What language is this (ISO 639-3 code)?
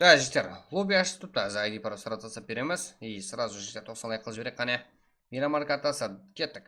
kaa